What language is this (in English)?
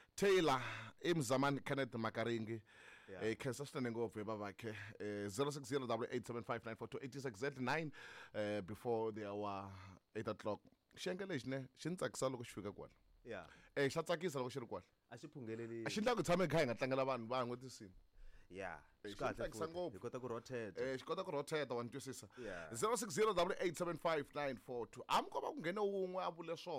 Tsonga